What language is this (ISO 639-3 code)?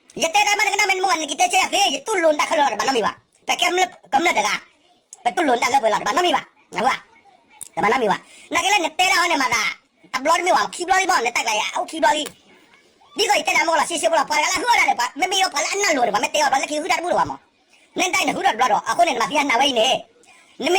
ksw